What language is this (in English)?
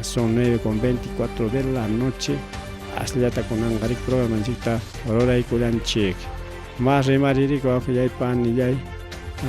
Ayacucho Quechua